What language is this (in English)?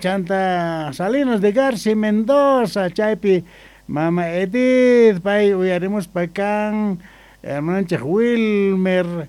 Quechua